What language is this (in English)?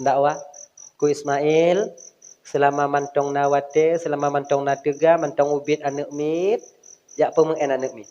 Achinese